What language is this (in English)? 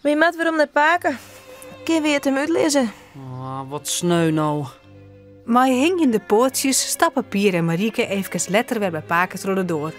Western Frisian